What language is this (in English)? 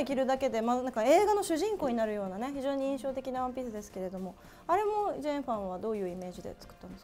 Japanese